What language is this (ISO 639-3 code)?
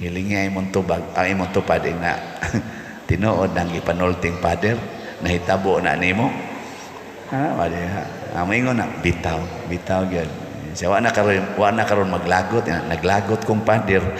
ceb